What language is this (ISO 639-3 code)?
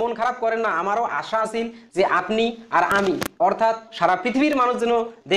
ben